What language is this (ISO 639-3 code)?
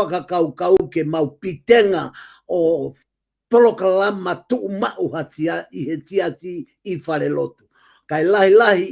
ton